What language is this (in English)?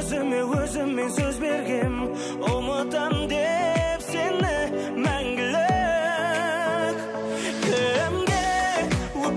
Kazakh